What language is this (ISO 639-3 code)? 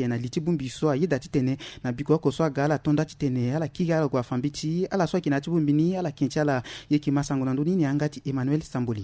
sag